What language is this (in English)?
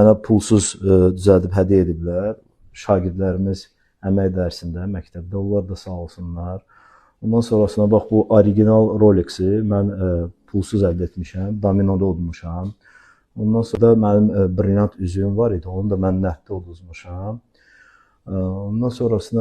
Azerbaijani